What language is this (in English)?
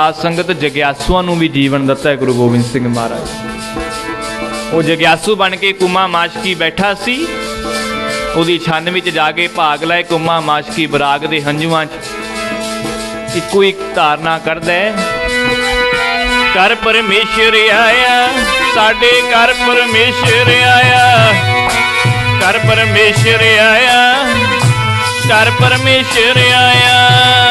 Punjabi